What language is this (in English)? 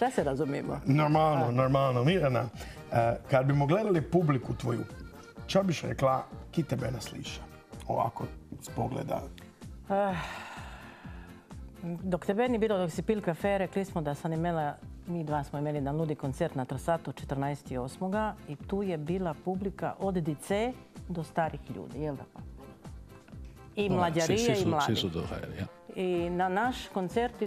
Croatian